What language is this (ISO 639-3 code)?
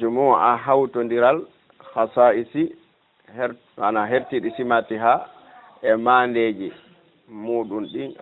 ful